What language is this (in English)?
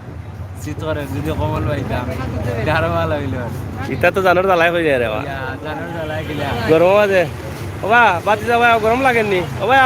Sylheti